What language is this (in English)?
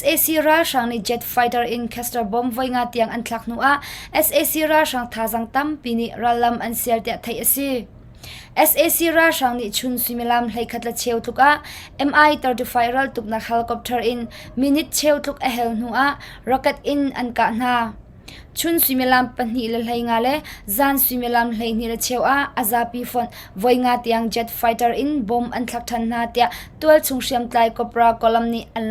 Hakha Chin